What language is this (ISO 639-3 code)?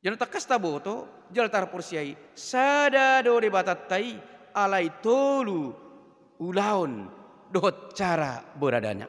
bbc